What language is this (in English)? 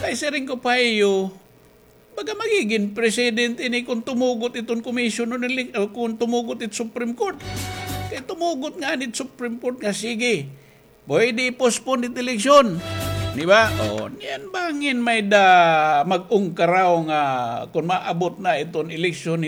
Waray